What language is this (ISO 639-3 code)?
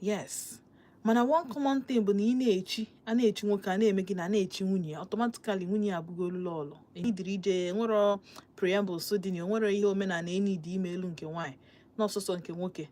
ibo